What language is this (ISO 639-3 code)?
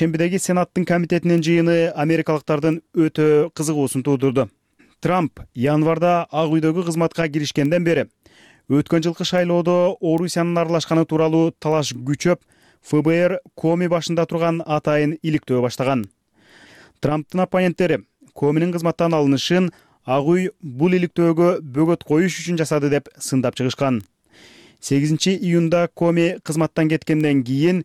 kir